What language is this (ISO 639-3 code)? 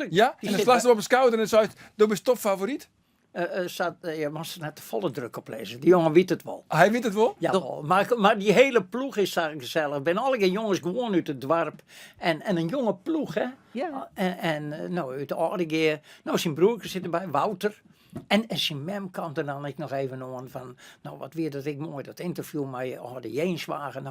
fry